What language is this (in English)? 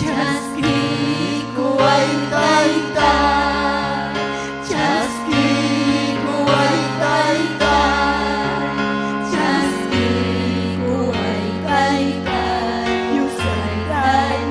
Ayacucho Quechua